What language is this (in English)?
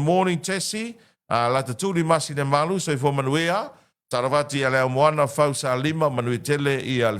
Samoan